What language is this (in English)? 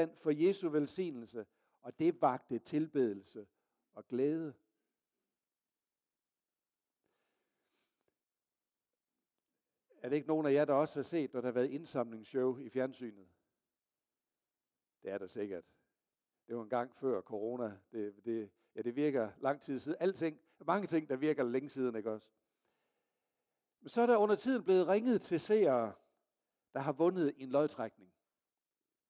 Danish